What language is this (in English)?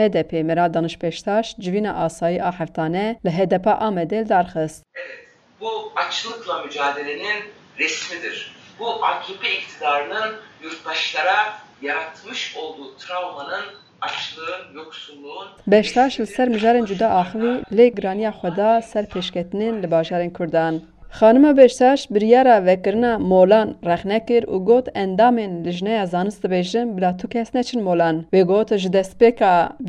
Kurdish